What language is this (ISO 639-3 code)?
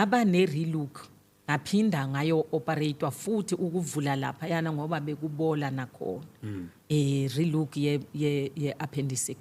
zul